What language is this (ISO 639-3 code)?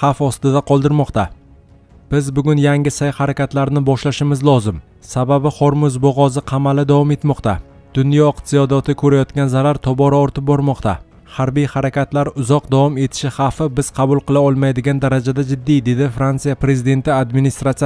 uzb